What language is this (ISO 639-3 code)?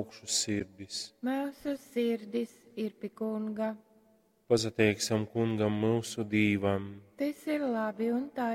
ltg